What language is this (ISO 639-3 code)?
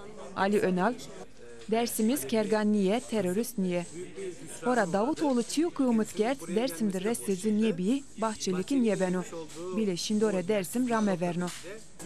zza